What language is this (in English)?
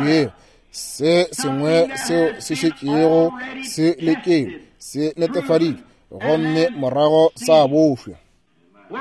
Northern Sotho